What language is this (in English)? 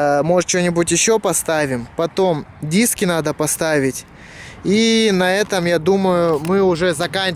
Russian